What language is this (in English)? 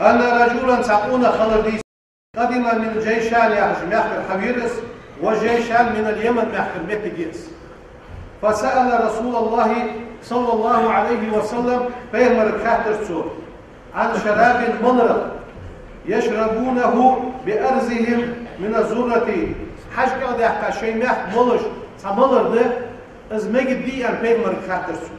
Ingush